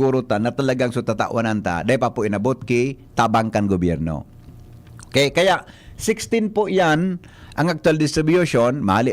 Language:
Bikol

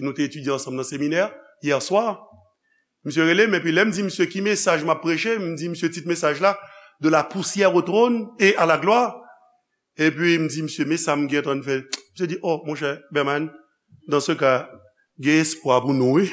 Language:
Haitian Creole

